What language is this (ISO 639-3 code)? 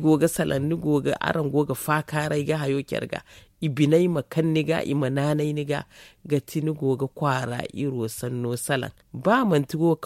dje